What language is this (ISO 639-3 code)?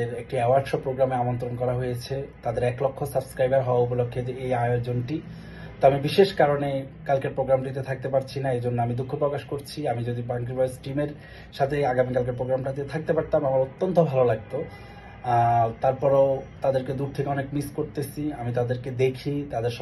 ben